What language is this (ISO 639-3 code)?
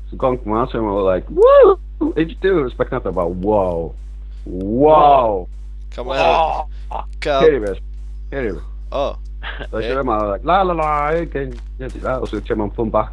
fao